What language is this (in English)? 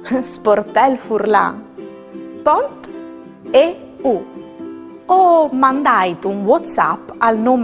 Friulian